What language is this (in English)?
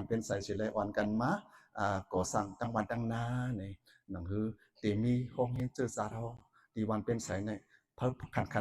Shan